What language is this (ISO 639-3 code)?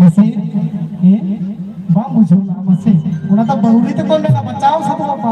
sat